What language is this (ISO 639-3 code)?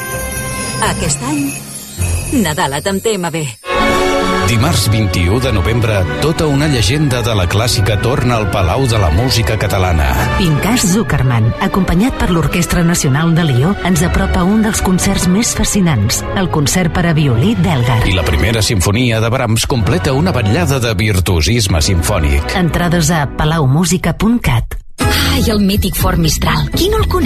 cat